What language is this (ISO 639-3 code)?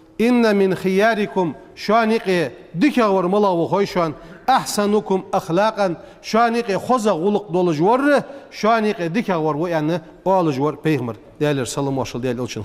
inh